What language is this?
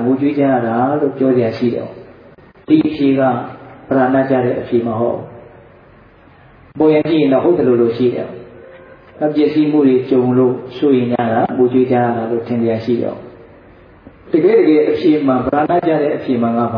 Burmese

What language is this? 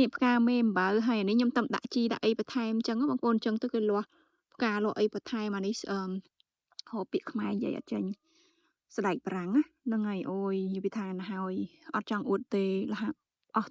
Khmer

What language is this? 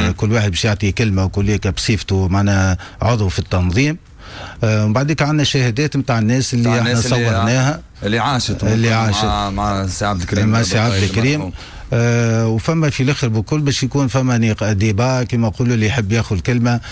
Tunisian Arabic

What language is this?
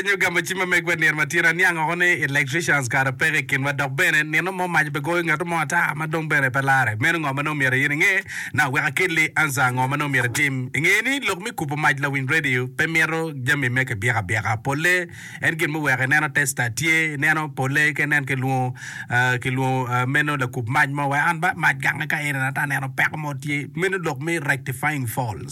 Acoli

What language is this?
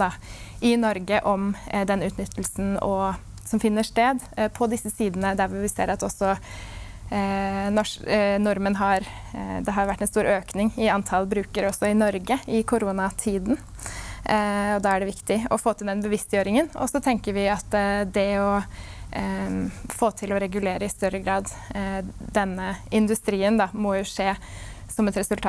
Norwegian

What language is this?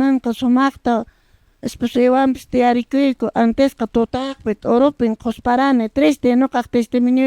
Quechua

